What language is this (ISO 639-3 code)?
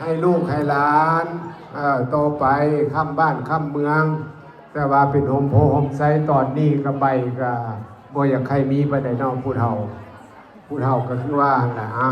lao